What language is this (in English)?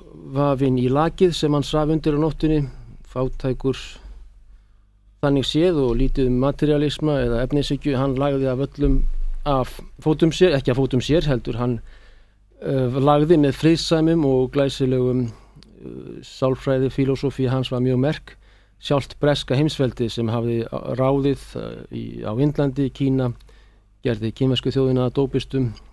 Icelandic